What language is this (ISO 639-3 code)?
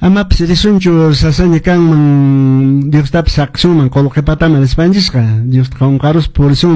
que